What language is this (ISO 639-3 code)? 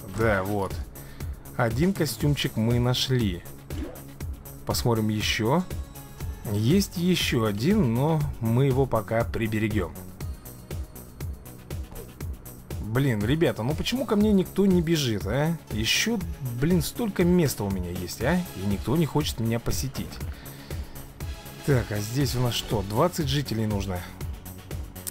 rus